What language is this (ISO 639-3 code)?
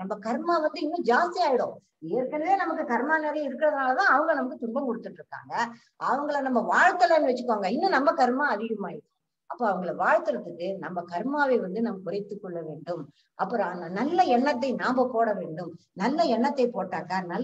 tam